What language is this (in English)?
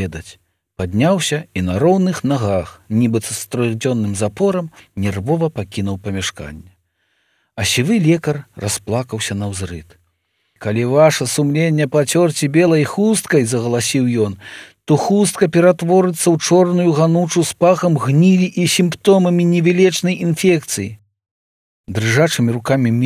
Belarusian